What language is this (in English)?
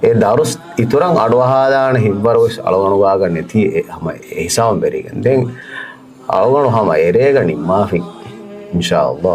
Divehi